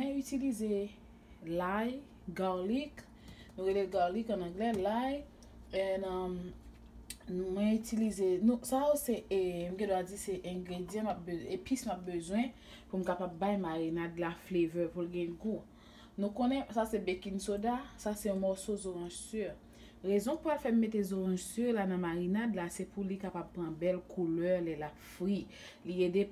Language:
Haitian Creole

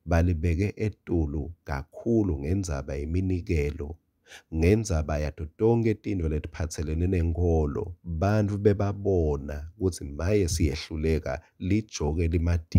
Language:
Swati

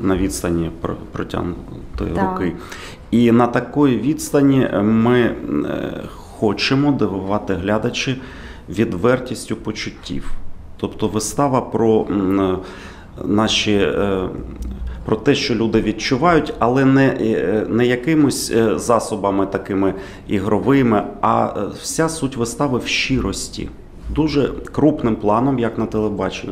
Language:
Ukrainian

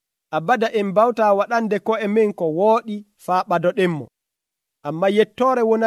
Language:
Nigerian Fulfulde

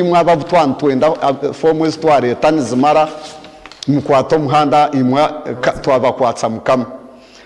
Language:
Nyankole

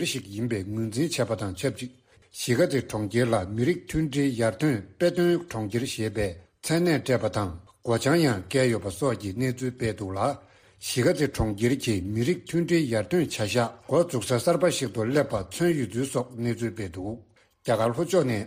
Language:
Tibetan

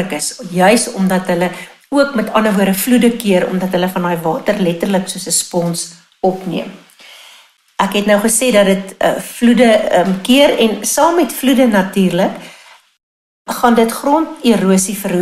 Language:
Afrikaans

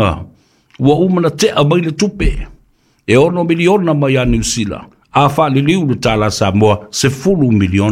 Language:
Samoan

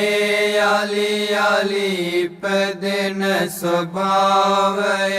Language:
Sinhala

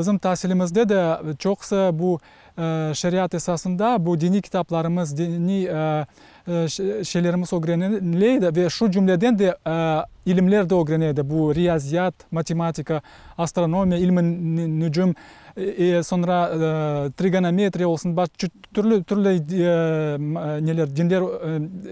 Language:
Crimean Tatar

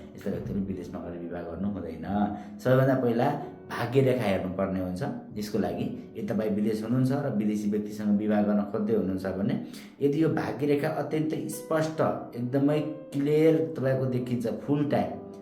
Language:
Nepali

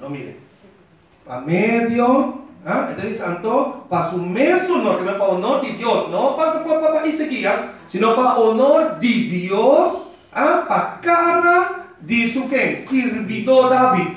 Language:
Papiamento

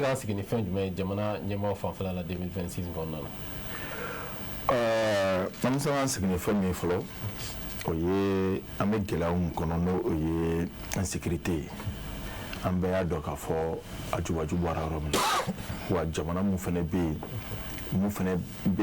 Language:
Bambara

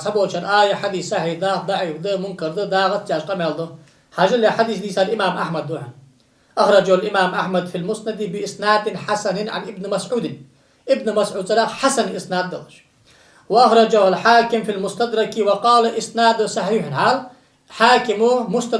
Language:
Ingush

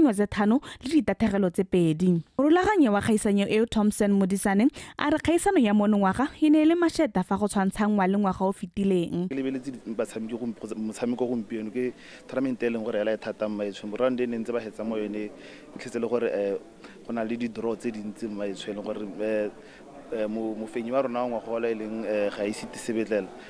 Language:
Tswana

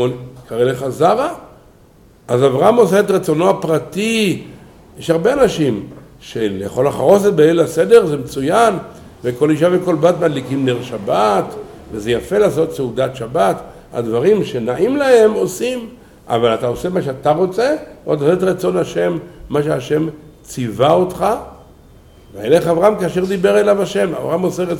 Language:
Hebrew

